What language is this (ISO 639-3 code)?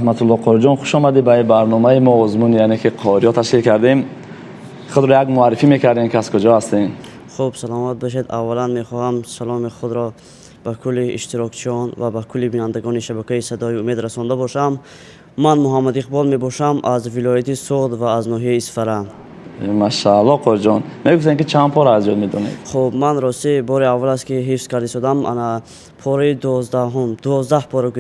fas